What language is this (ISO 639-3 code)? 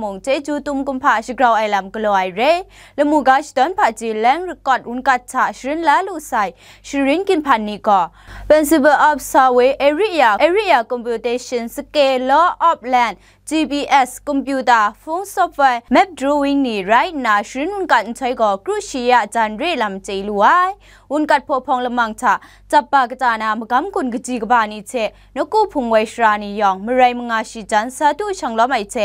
kac